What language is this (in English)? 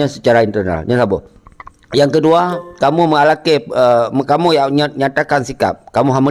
Achinese